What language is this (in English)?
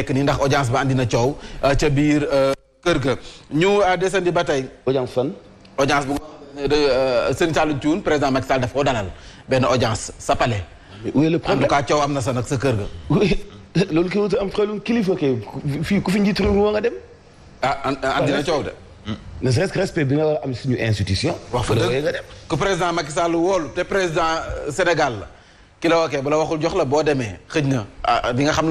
Wolof